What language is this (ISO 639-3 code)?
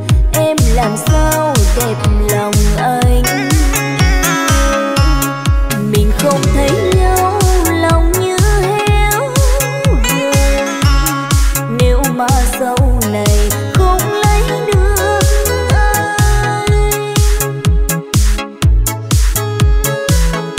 vie